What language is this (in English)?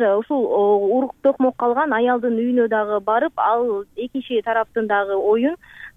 Kyrgyz